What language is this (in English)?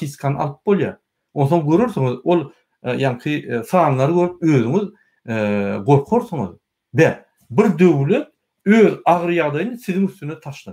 Turkmen